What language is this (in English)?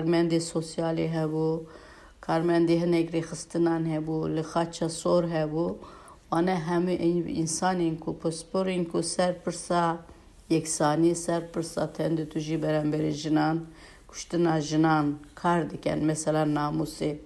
Kurdish